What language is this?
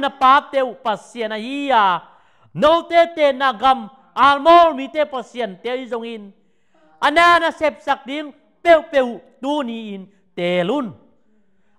Tedim Chin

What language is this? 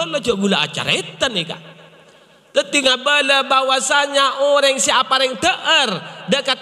Madurese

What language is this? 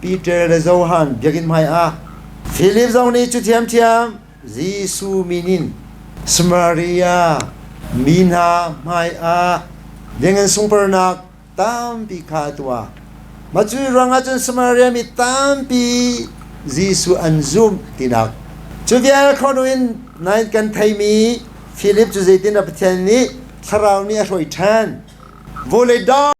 Hakha Chin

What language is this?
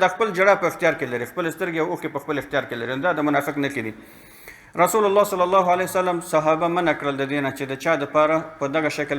Pashto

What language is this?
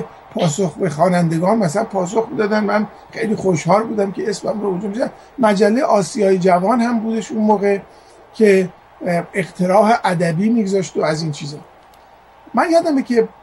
Persian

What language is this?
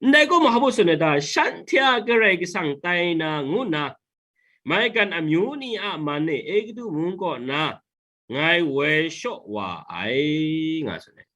Kachin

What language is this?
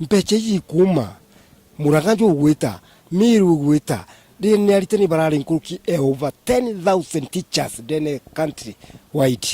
Meru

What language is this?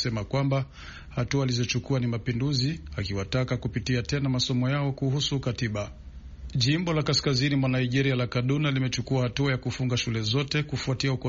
Swahili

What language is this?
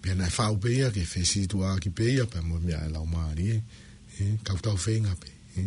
Tongan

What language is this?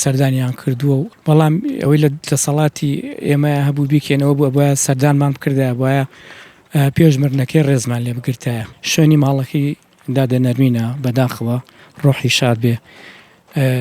Central Kurdish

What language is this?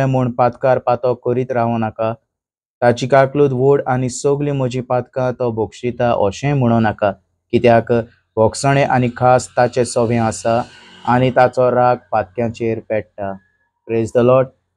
Konkani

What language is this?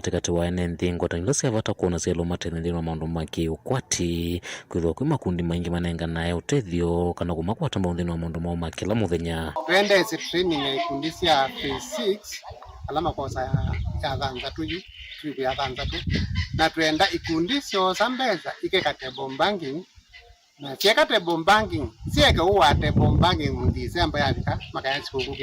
Kamba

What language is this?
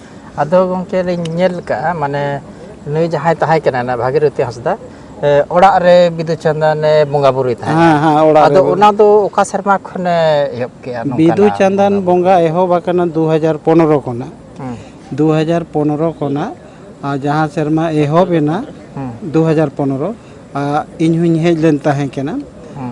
Santali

